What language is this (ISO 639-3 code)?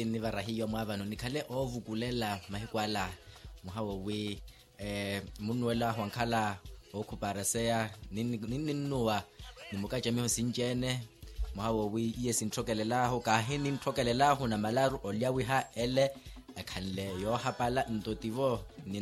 vmw